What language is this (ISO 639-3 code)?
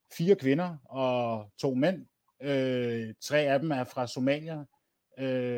dan